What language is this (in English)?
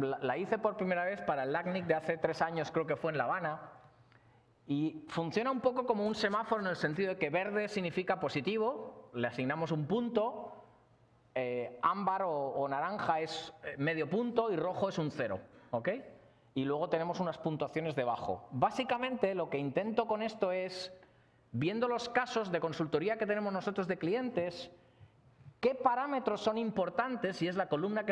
Spanish